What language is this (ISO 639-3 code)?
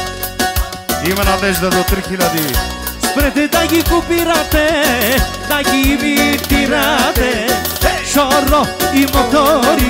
bul